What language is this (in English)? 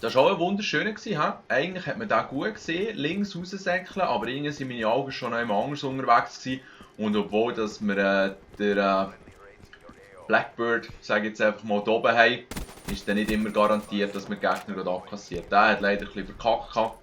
Swiss German